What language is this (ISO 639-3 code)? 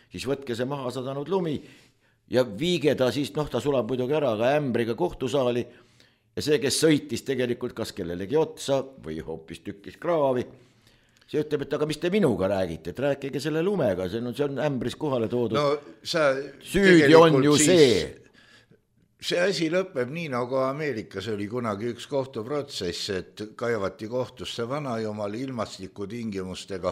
est